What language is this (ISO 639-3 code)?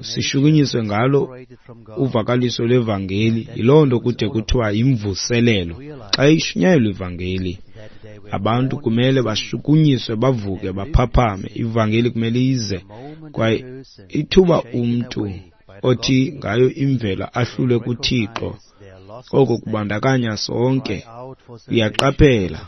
xho